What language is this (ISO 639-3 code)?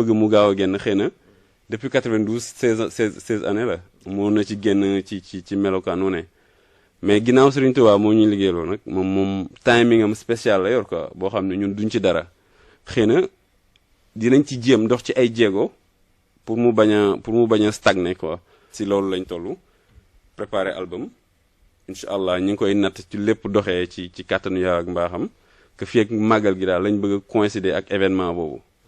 wol